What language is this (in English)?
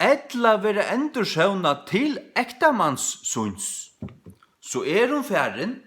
Faroese